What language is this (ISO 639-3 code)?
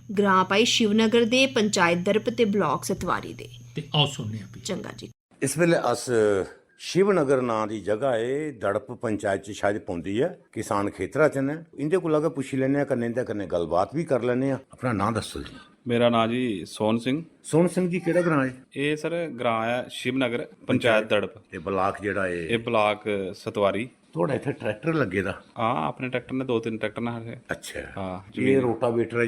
doi